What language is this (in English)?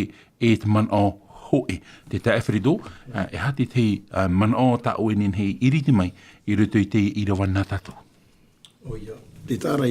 Tahitian